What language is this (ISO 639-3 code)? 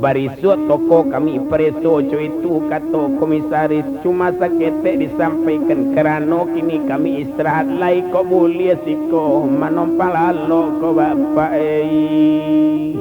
min